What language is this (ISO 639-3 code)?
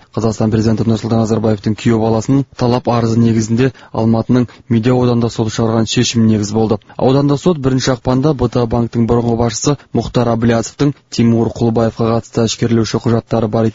kaz